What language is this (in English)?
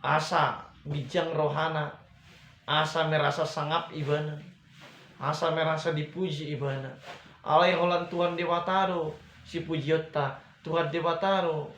Batak Toba